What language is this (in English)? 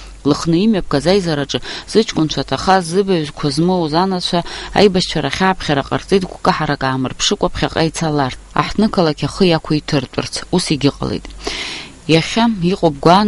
Abkhazian